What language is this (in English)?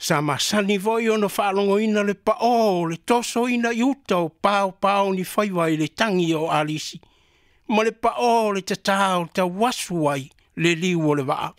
Samoan